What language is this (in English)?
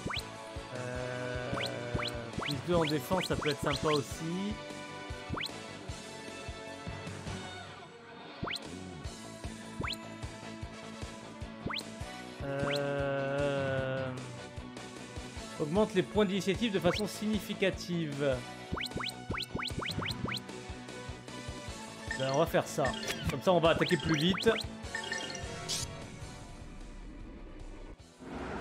French